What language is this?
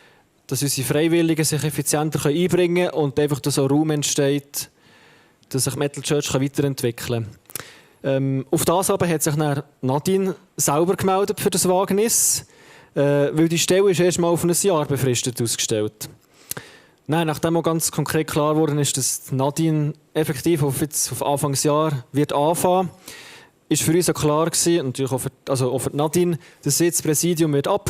Swiss German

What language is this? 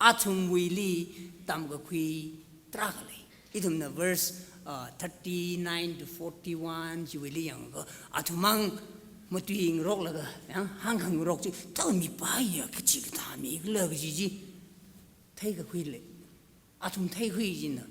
Tangkhul Naga (India)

